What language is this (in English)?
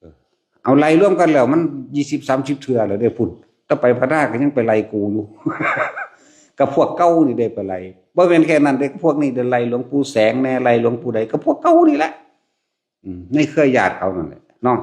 Lao